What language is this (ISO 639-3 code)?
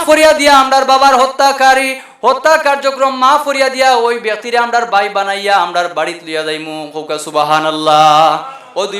syl